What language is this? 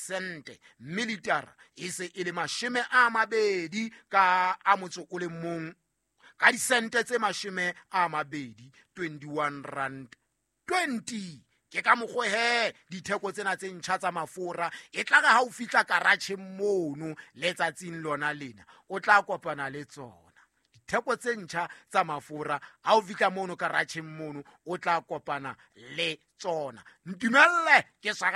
Southern Sotho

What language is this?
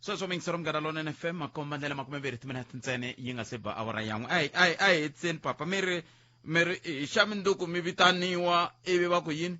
Tsonga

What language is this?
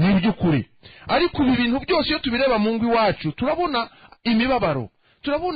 Kinyarwanda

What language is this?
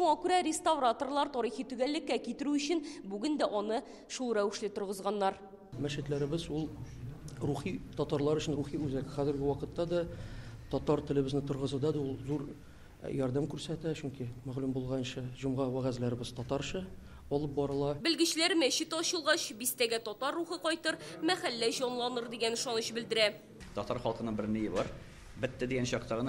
Tatar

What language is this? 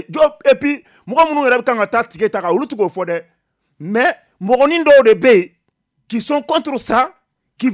Bambara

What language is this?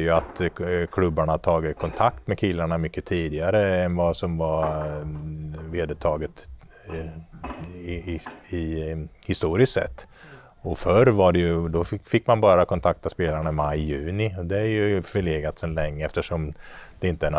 Swedish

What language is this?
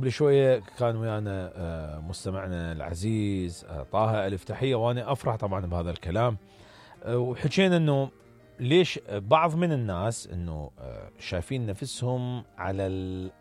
Mesopotamian Arabic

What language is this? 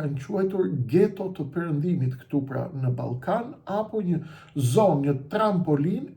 Albanian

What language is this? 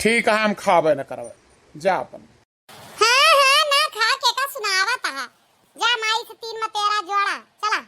Awadhi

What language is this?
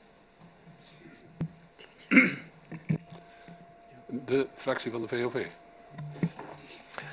Dutch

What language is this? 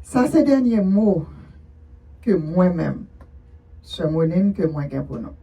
Haitian Creole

